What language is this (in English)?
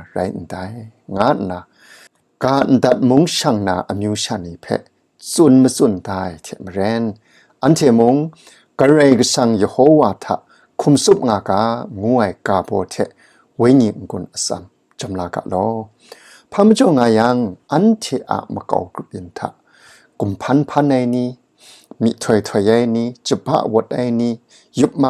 Kachin